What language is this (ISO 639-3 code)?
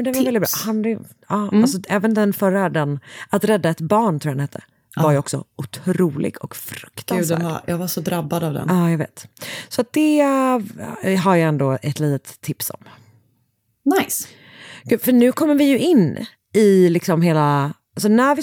swe